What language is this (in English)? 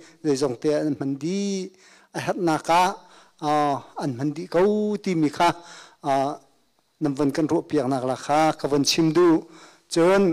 Hakha Chin